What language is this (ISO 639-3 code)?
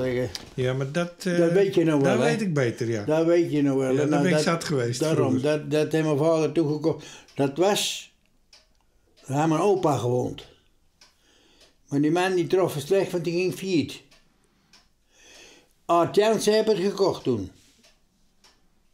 nld